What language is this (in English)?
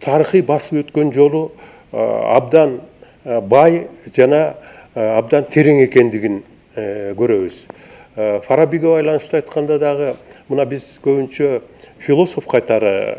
Kyrgyz